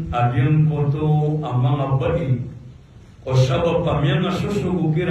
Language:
Maranao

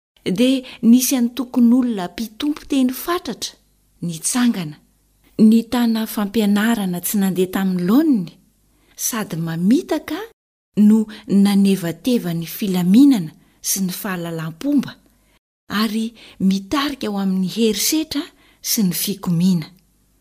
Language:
Malagasy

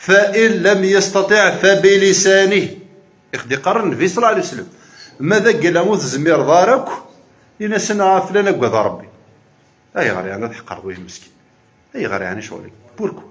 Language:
Kabyle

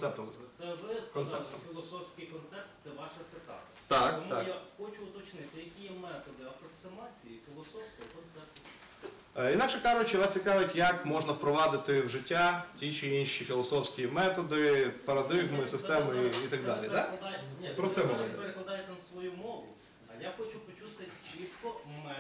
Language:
Ukrainian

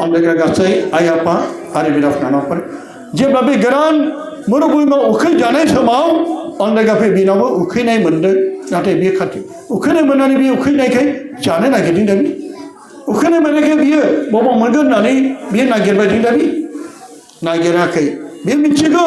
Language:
Bodo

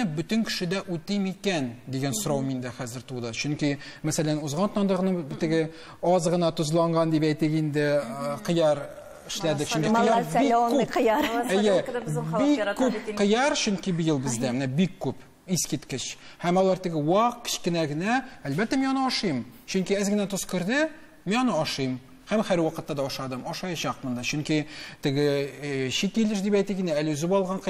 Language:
Tatar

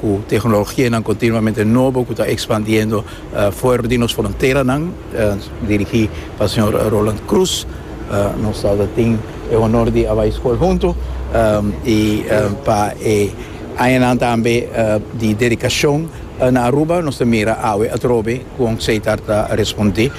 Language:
Papiamento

